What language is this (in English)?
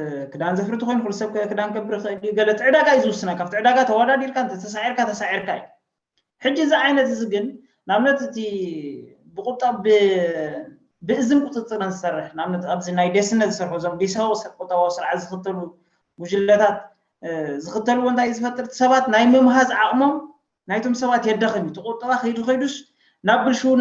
Tigrinya